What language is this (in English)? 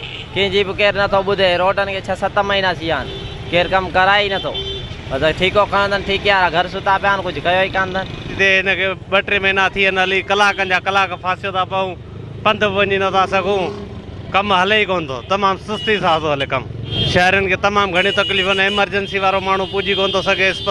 Sindhi